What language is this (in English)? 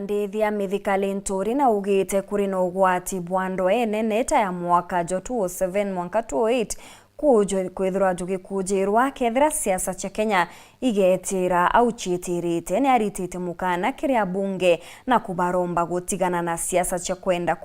Meru